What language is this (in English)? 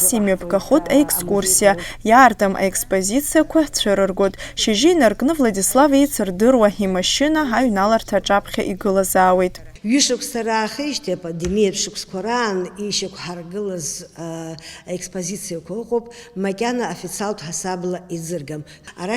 Abkhazian